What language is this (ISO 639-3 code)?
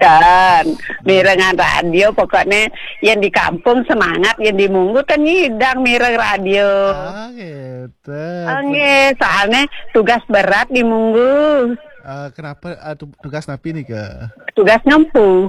ban